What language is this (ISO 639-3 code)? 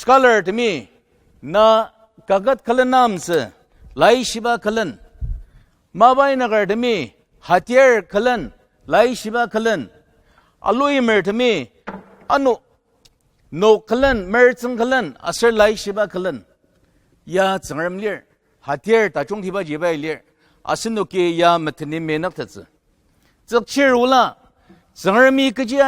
njo